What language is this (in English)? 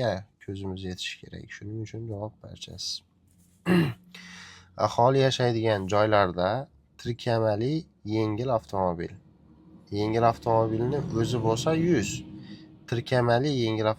Uzbek